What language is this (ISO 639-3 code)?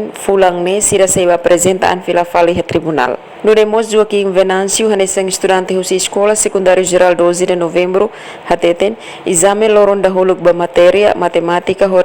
tet